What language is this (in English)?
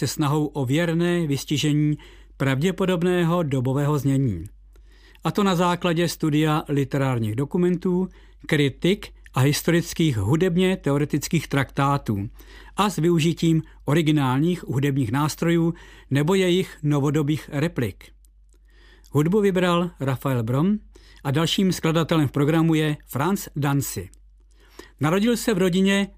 Czech